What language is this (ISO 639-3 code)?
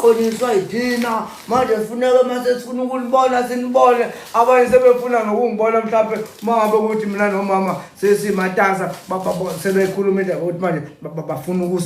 zul